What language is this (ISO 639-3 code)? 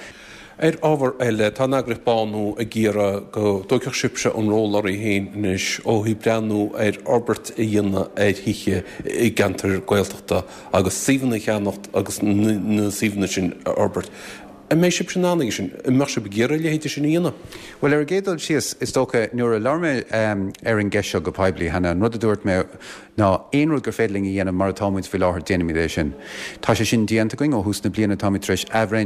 gle